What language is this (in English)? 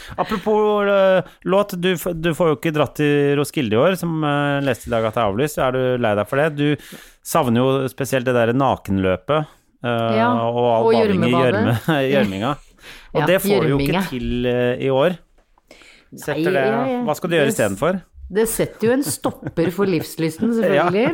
Norwegian